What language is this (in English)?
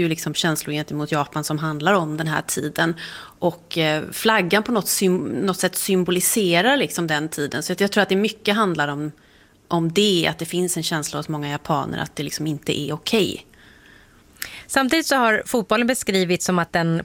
Swedish